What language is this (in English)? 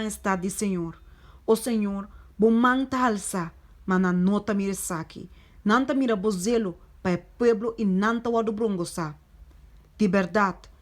Papiamento